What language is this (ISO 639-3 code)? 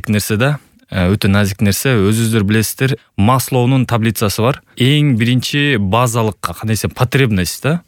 kir